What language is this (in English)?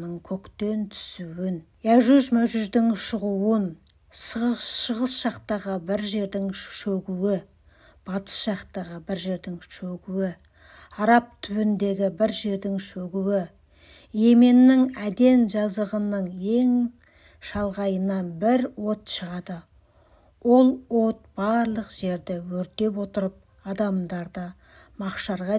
Kazakh